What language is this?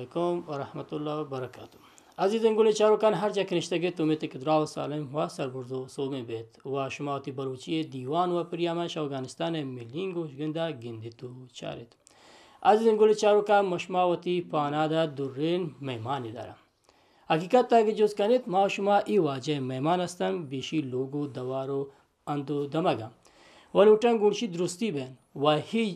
Baluchi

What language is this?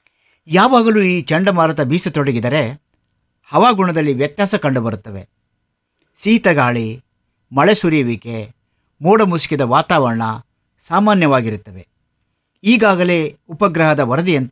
Kannada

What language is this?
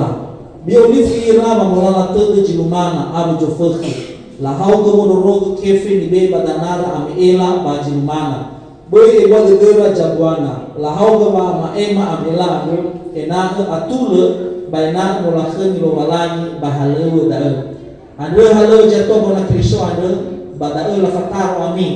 Nias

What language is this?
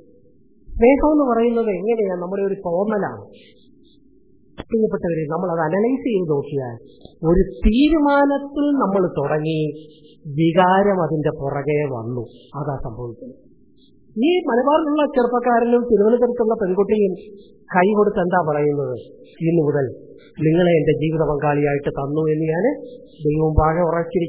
Malayalam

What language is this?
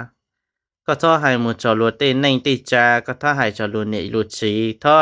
Hmong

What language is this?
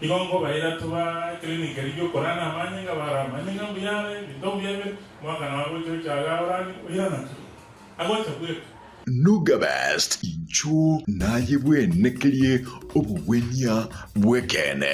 Gusii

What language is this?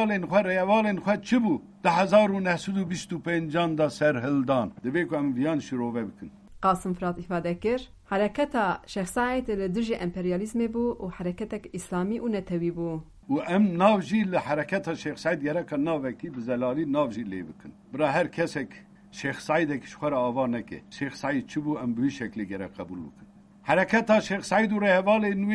Kurdish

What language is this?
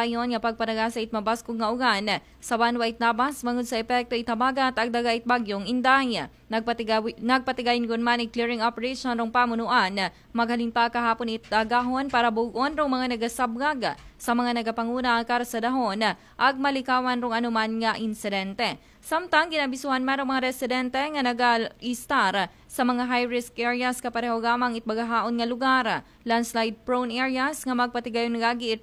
Aklanon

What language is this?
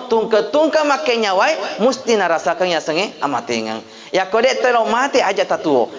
Buginese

